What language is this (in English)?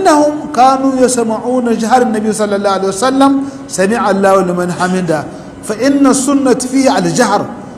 Hausa